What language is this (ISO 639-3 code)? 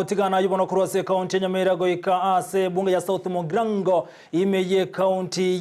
guz